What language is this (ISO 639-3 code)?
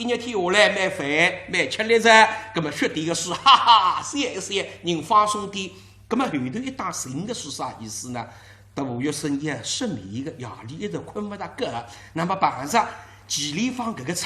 wuu